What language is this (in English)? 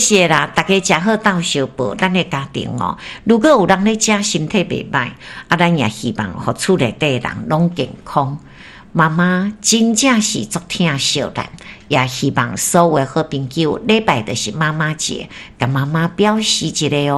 Min Nan Chinese